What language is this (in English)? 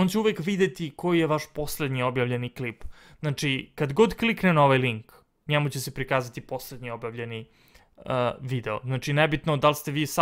Serbian